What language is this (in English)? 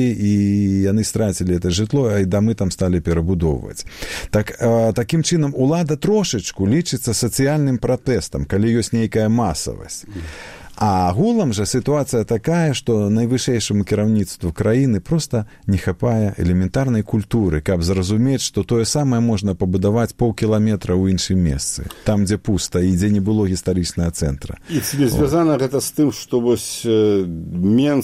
Belarusian